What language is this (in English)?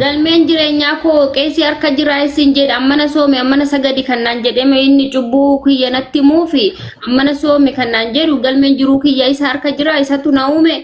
Oromo